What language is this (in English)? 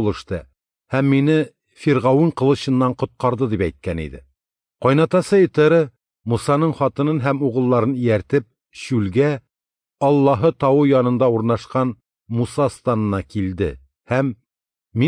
Tatar